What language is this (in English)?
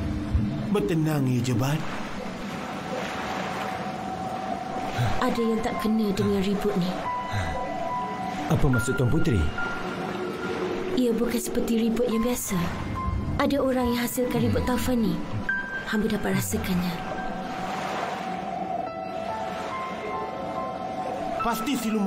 Malay